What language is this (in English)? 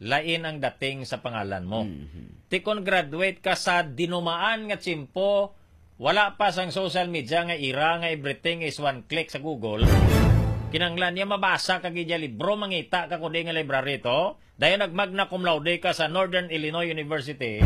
Hiligaynon